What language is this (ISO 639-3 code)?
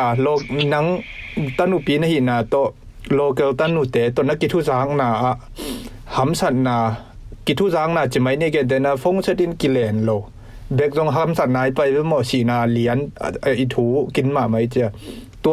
ctd